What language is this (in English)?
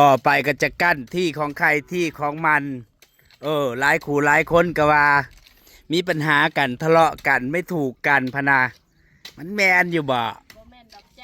Northeastern Thai